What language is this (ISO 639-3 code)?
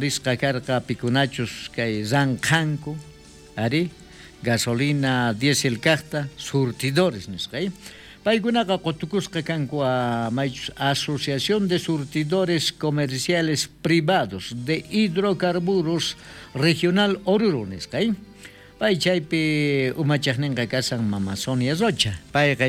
quh